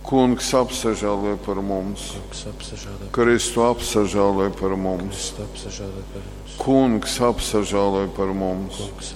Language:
Latgalian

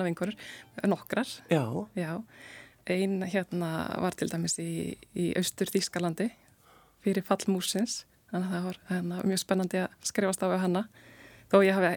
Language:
Icelandic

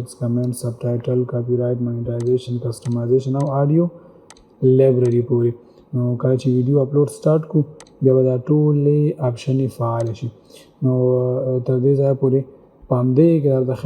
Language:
Pashto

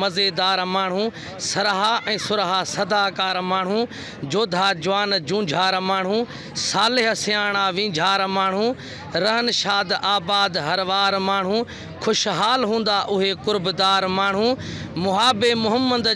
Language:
Sindhi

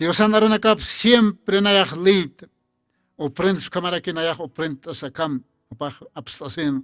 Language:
Aymara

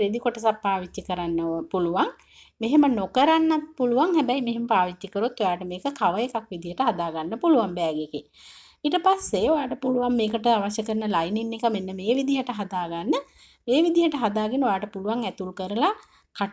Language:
Sinhala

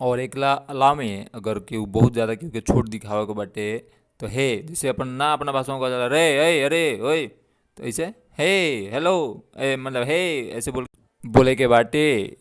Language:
Bhojpuri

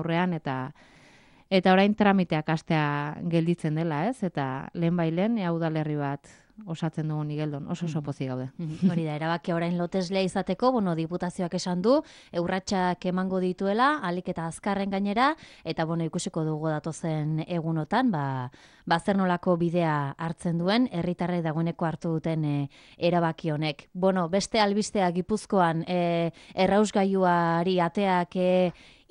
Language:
Basque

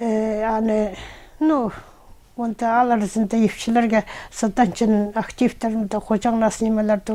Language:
Khakas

